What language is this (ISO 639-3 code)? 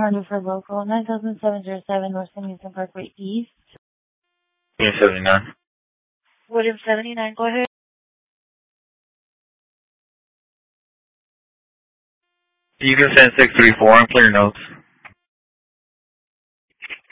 eng